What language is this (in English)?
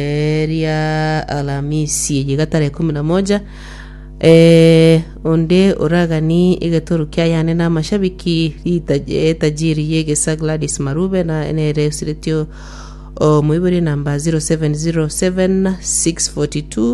Gusii